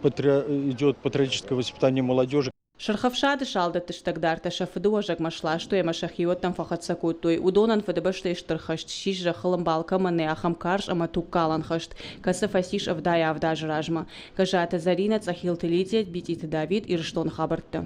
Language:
Ossetic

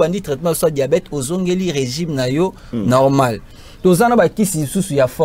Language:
Lingala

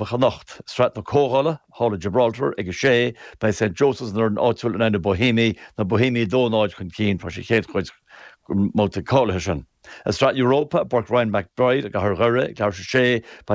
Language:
Irish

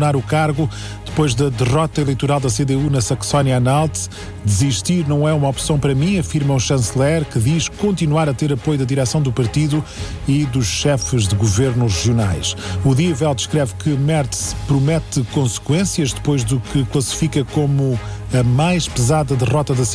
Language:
Portuguese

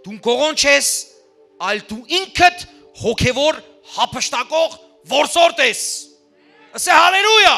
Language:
Western Armenian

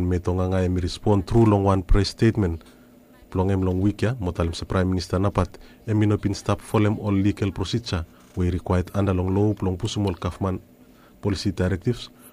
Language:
Bislama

